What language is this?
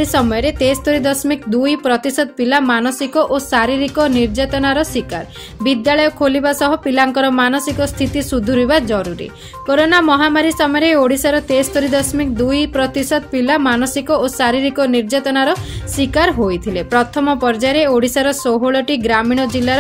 Odia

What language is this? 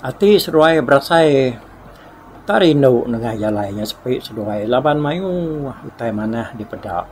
Iban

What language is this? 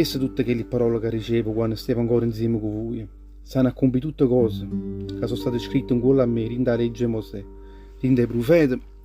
Neapolitan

